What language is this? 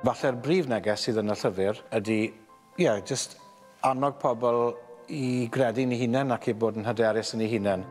Welsh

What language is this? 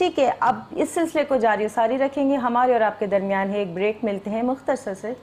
Urdu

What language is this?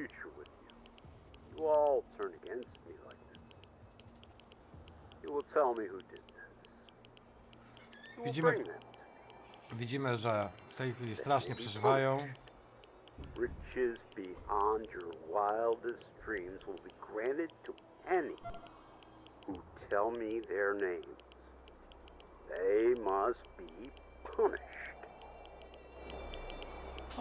Polish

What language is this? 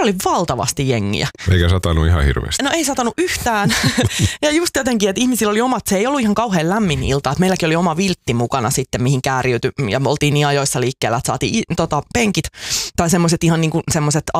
Finnish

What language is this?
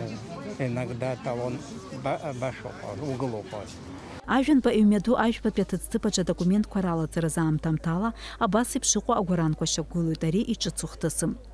Abkhazian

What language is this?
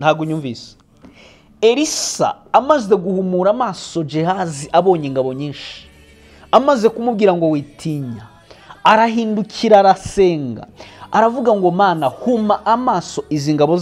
Kinyarwanda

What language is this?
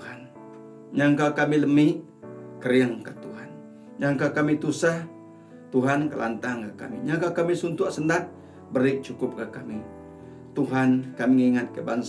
Iban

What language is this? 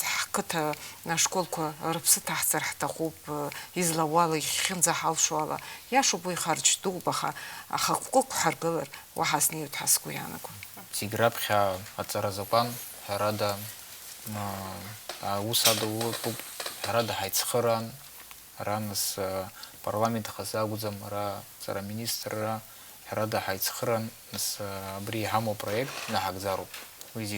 Abkhazian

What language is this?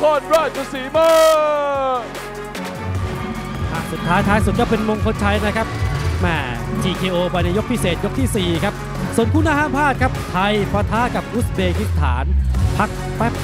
Thai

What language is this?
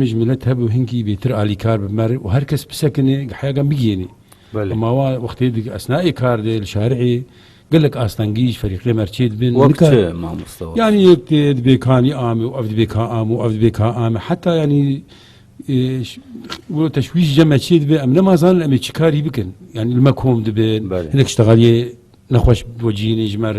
Kurdish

